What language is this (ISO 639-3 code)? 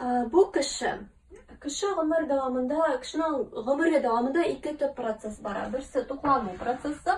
tat